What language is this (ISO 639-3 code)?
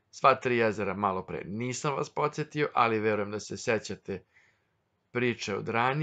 srp